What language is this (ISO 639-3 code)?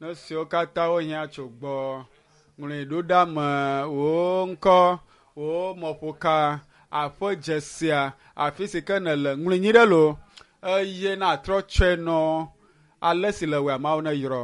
ewe